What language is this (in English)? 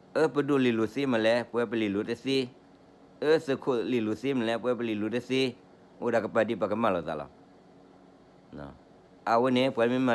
S'gaw Karen